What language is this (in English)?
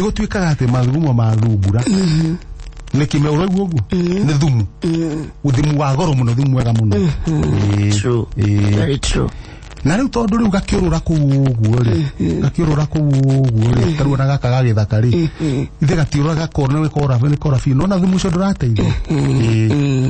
Kikuyu